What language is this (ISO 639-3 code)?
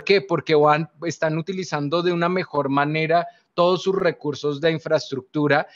spa